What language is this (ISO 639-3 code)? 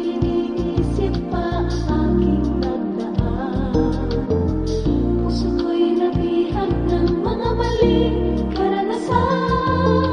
fil